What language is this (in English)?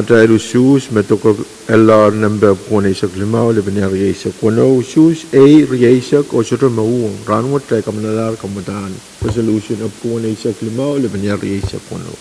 Pohnpeian